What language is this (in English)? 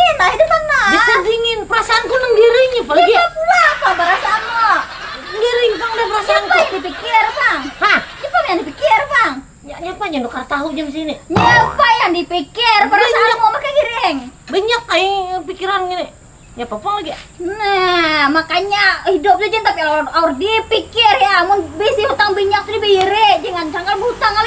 Banjar